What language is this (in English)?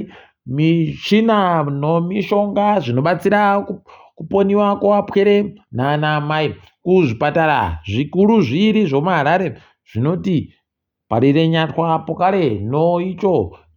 Ndau